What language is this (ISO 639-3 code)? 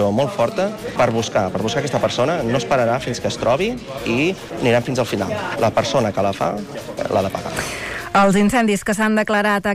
cat